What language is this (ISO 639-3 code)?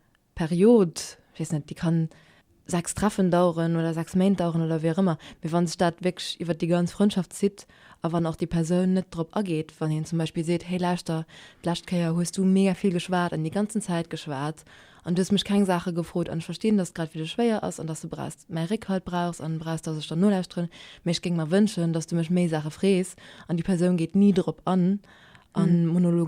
ltz